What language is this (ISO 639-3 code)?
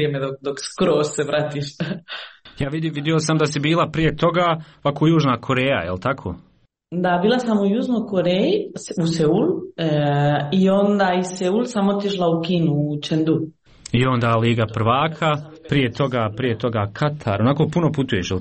hrv